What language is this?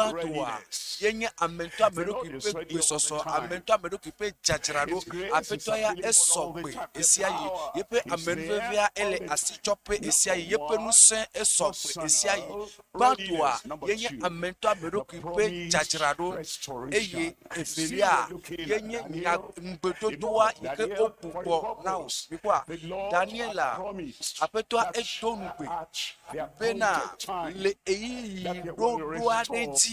Ewe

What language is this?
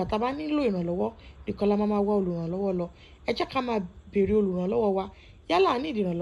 Yoruba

